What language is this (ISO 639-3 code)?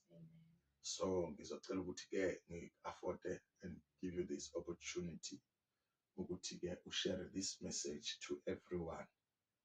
zul